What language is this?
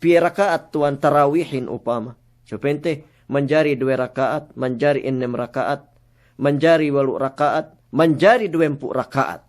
Yakan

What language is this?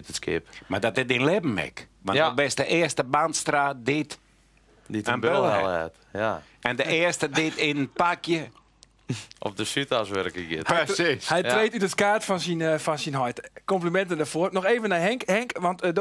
Western Frisian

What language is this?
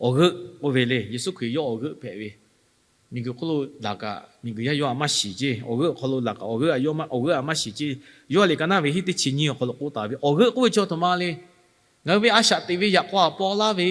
Lahu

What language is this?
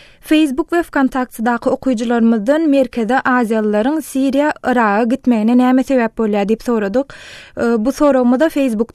Turkmen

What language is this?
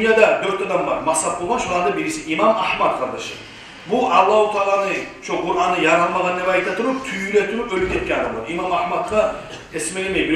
Kumyk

